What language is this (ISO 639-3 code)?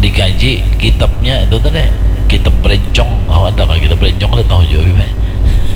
bjn